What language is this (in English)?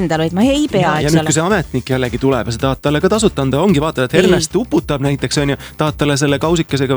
Estonian